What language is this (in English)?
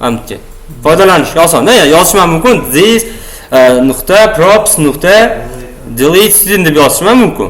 Uzbek